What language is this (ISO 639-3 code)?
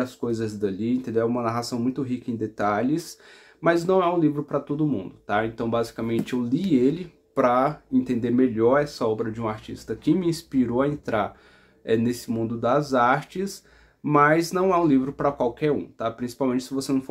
por